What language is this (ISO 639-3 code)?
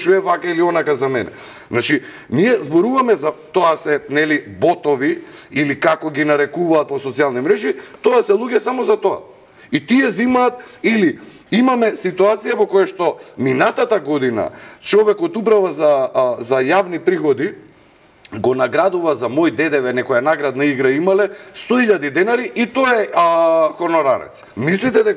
mkd